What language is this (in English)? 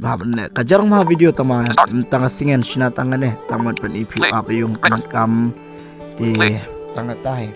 Khasi